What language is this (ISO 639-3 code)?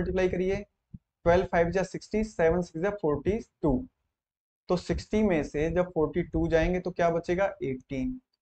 hin